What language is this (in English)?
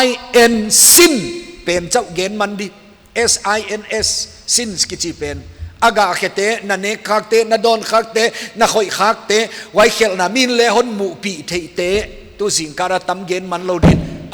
Paite Chin